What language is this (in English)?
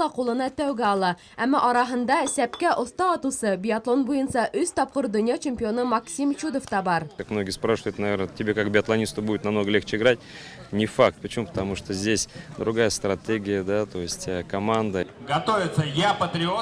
Bashkir